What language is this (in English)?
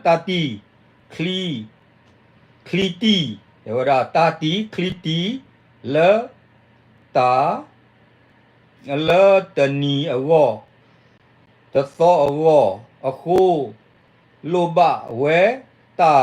S'gaw Karen